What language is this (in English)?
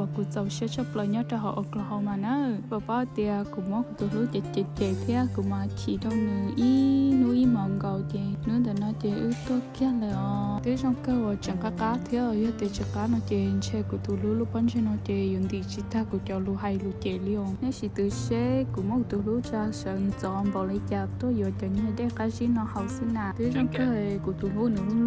Hmong